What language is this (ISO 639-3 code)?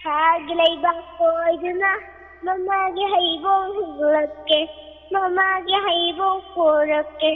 mni